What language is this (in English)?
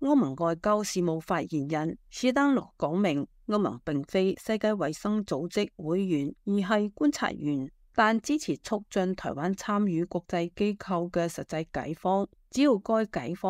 Cantonese